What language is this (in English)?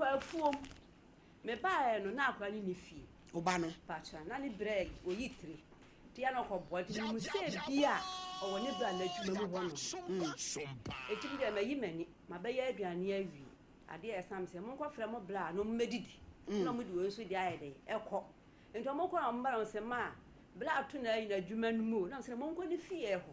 Akan